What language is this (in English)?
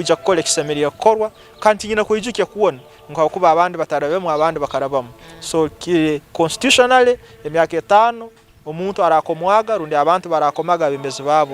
Nyankole